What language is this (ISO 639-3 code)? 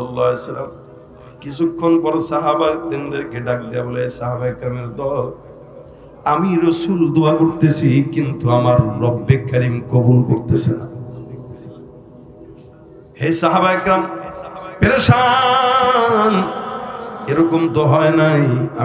ben